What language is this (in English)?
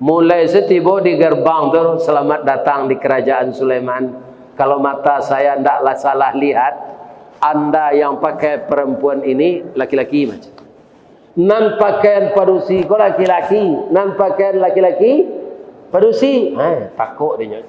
Minangkabau